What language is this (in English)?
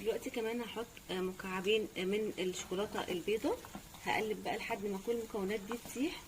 Egyptian Arabic